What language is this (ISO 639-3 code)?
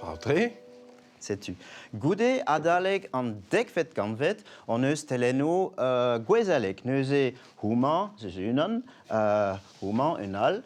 bre